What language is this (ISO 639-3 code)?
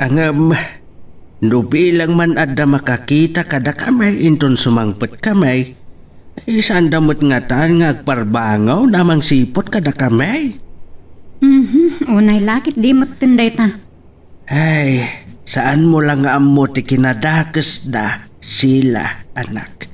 ilo